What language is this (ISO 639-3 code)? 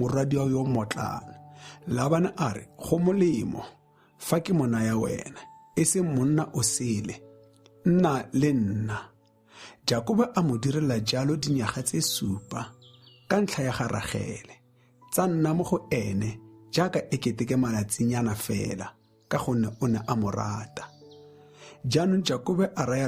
tsn